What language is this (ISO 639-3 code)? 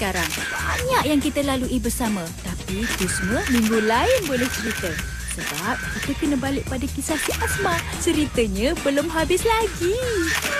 msa